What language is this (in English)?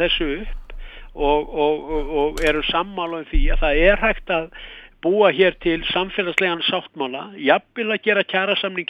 Icelandic